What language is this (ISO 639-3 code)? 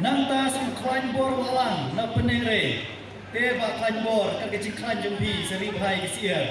kha